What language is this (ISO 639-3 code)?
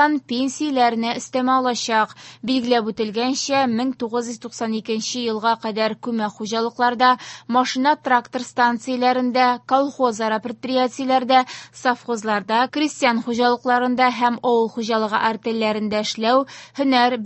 tat